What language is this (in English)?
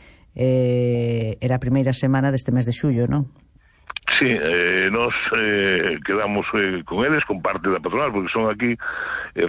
Galician